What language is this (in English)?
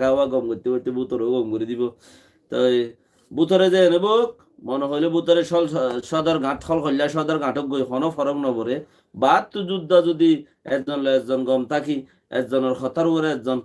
Rohingya